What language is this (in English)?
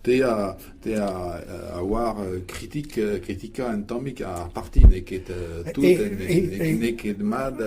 Breton